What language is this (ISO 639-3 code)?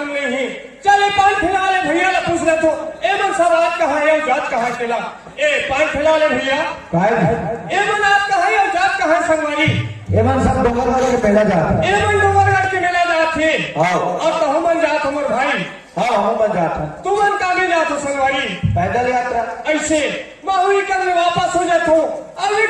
hne